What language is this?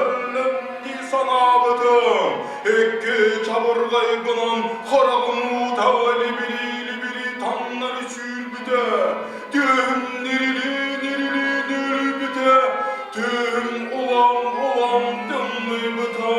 Yakut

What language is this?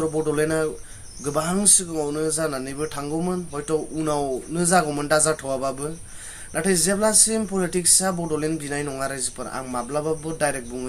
Bodo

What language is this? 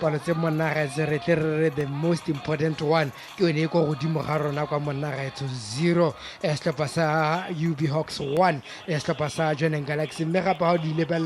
Tswana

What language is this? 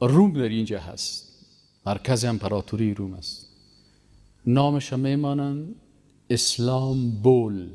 Persian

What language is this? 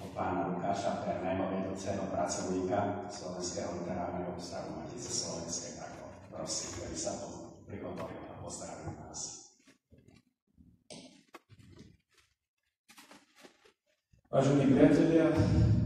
Slovak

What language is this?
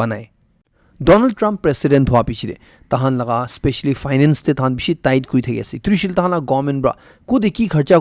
Naga Pidgin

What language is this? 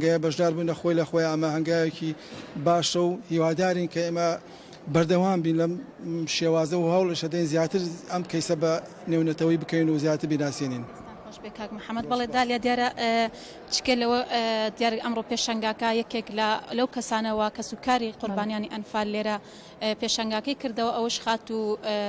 Central Kurdish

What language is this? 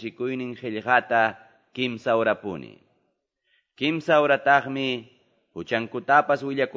Ayacucho Quechua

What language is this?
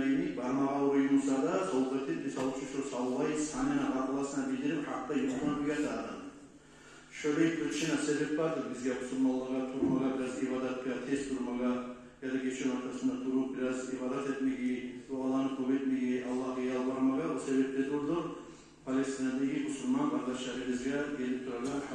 Kumyk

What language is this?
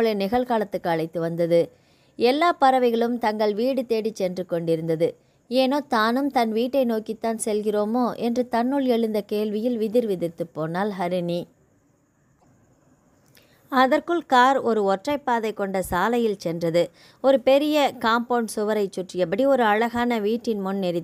Tamil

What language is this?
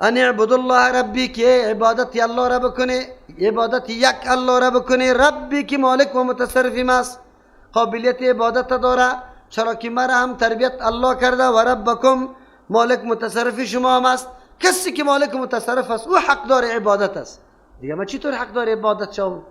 Persian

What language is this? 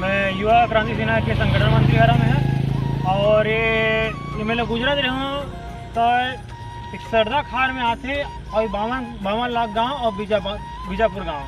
Chhattisgarhi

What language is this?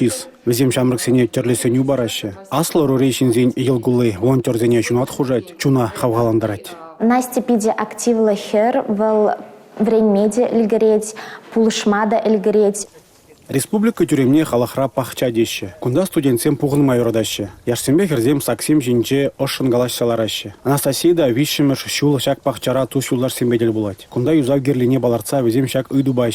Chuvash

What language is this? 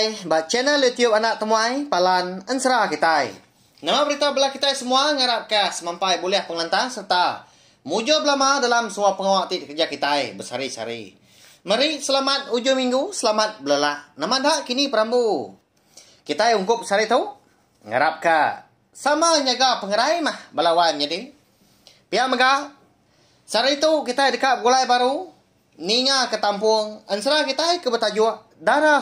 Iban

